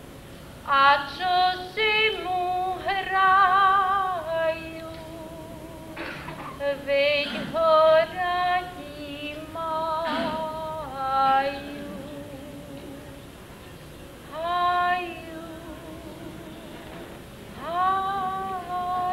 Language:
Slovak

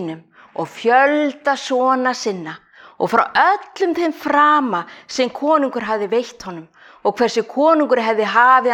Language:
Icelandic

